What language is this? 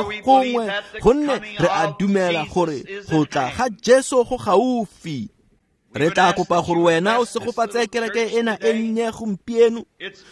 Tswana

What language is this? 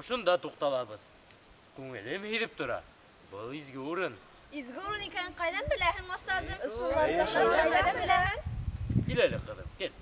Bashkir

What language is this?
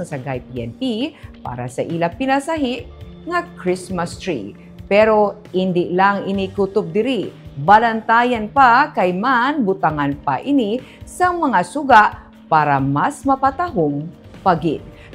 Hiligaynon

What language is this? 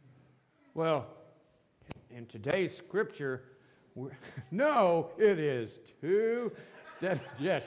English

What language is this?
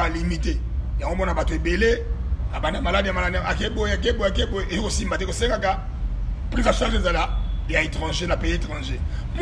Lingala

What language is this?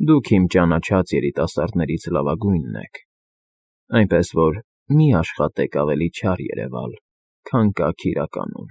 Armenian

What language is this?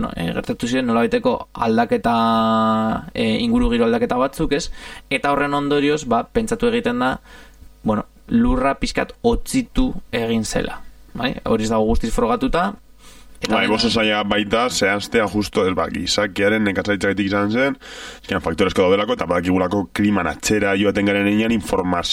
Basque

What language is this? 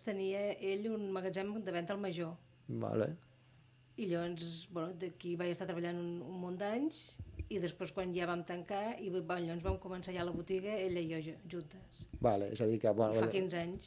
Catalan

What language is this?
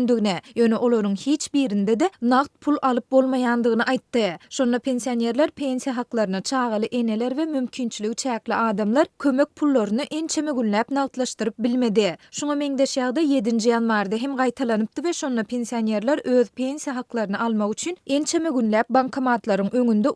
Turkmen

